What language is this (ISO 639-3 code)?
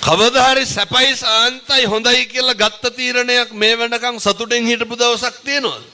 sin